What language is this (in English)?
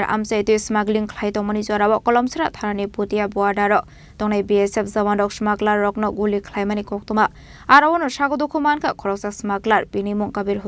Kok Borok